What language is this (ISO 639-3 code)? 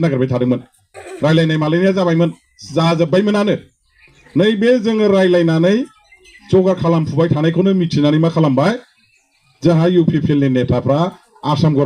brx